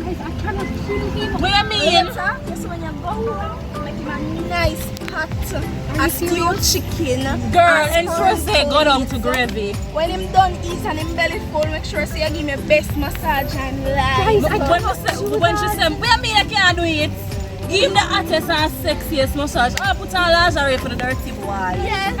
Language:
Jamaican Creole English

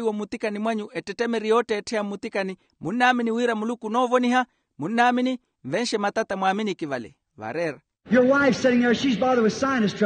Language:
Makhuwa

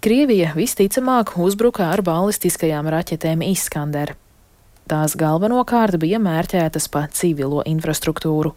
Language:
Latvian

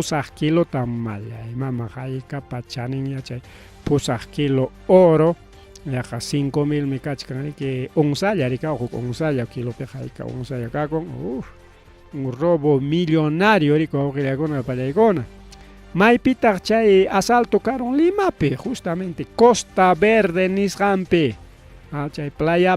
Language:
Ayacucho Quechua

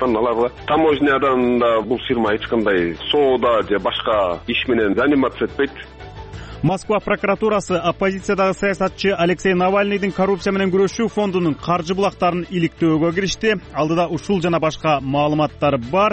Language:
Kyrgyz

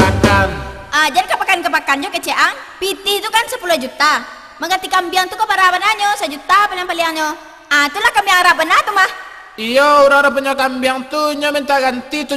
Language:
Minangkabau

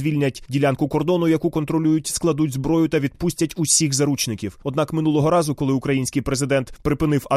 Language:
Ukrainian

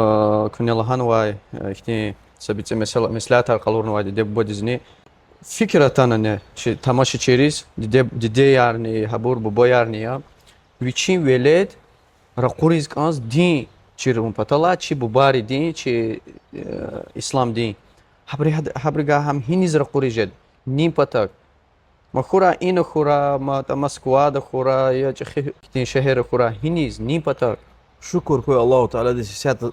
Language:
Lezghian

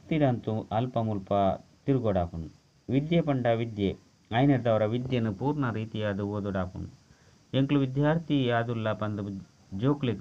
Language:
Tulu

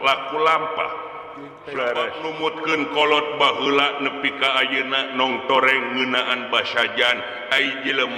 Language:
Sundanese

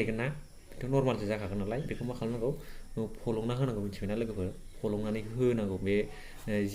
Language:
Bodo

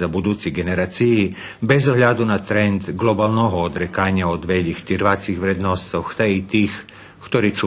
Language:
Rusyn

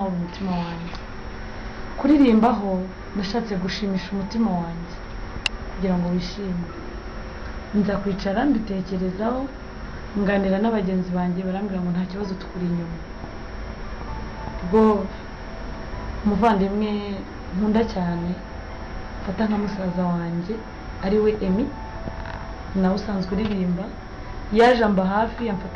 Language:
Kinyarwanda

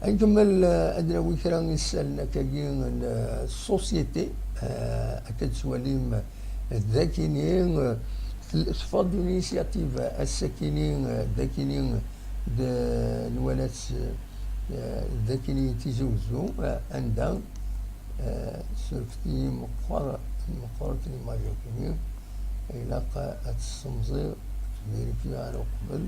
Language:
Kabyle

